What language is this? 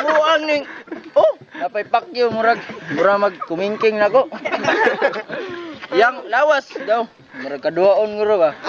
Cebuano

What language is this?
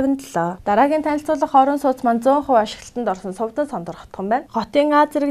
Mongolian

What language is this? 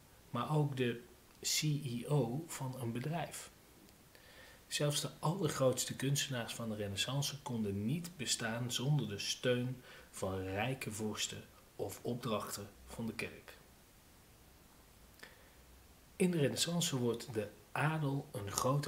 Dutch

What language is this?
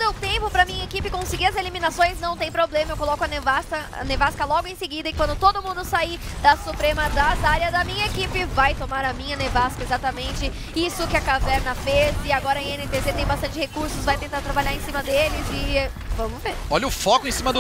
Portuguese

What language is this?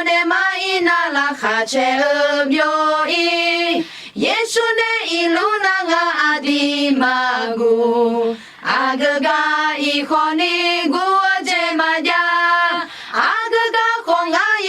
Akha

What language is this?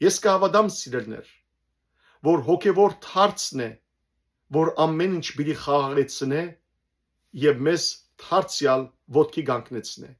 Western Armenian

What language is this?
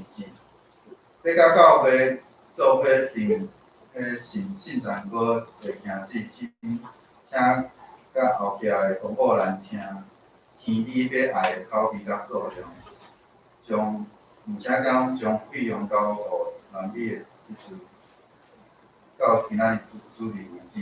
Min Nan Chinese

